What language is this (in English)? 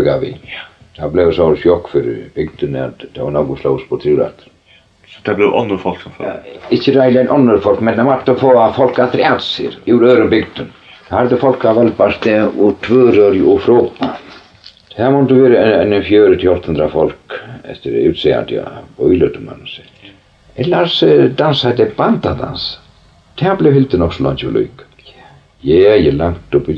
Faroese